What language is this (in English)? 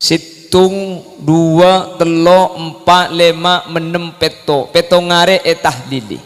Madurese